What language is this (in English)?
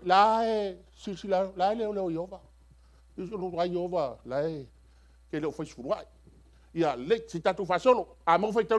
Samoan